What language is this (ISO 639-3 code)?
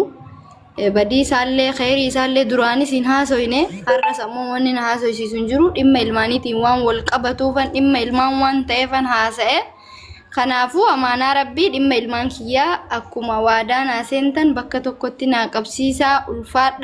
orm